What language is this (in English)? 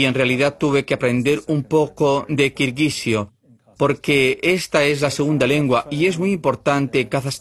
Spanish